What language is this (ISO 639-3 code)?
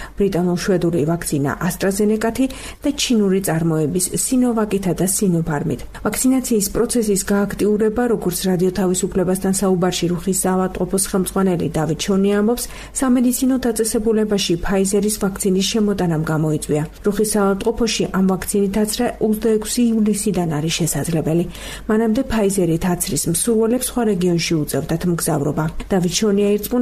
kat